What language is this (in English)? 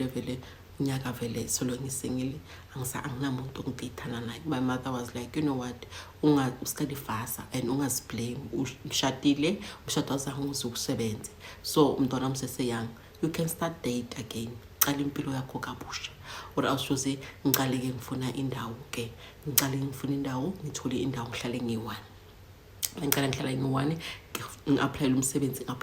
Zulu